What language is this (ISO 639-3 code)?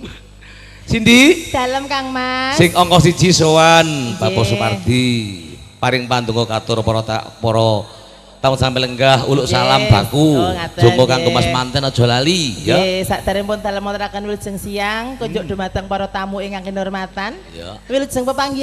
jav